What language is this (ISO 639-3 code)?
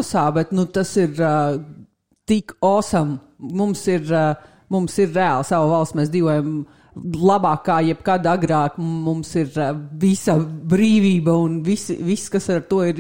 lav